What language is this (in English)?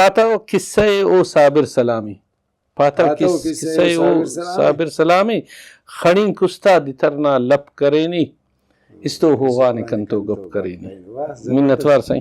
Brahui